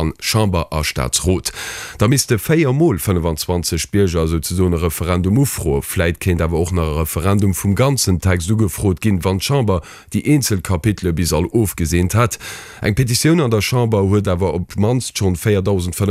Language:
Luxembourgish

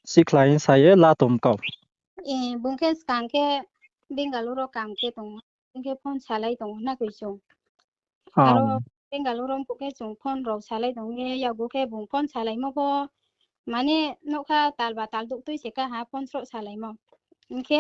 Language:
Riang (India)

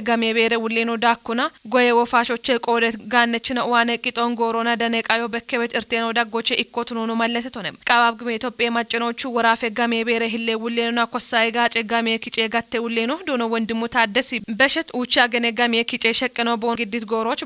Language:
Kafa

